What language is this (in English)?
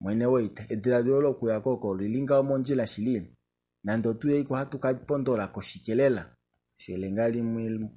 Kuanyama